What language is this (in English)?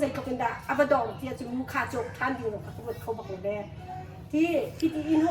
Hakha Chin